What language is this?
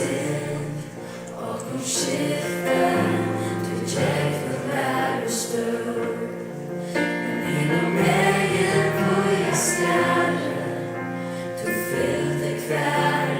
Faroese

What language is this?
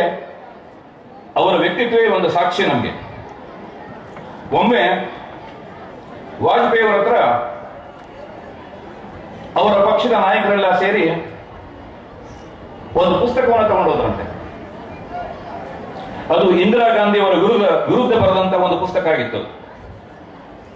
Kannada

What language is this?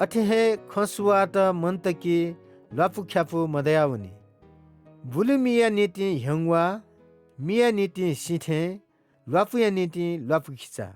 Newari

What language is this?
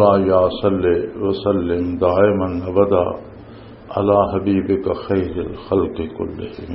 Western Panjabi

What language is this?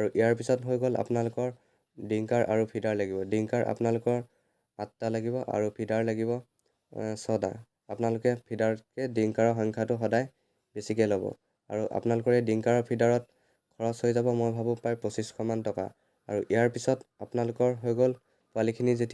Assamese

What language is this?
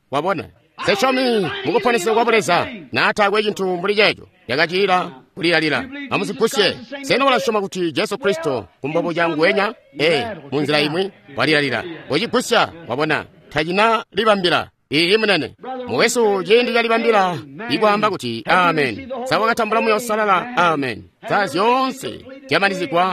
Tonga (Zambia)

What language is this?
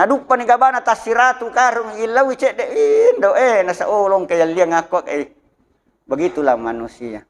Buginese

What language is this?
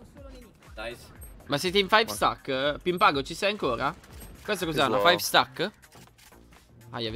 Italian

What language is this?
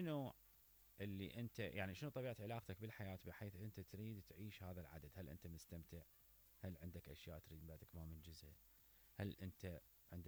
Mesopotamian Arabic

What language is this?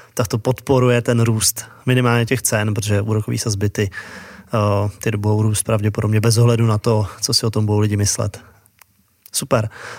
Czech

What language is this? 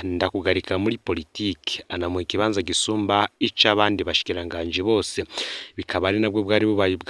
Rundi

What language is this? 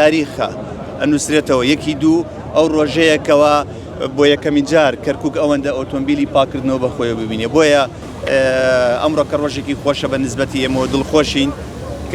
Central Kurdish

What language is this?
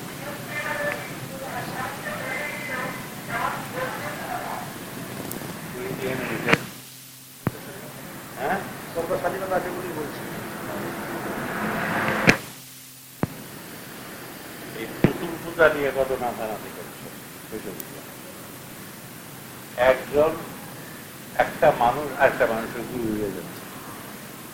Bangla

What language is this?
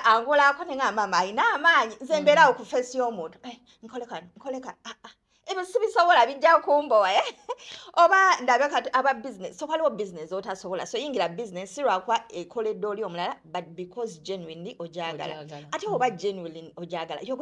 Ganda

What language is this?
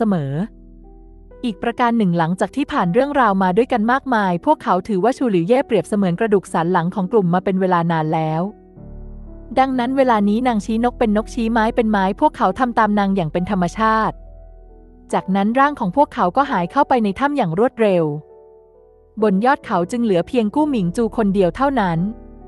Thai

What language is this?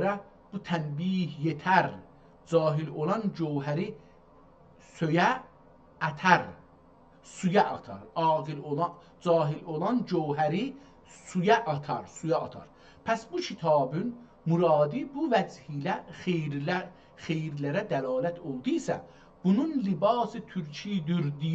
South Azerbaijani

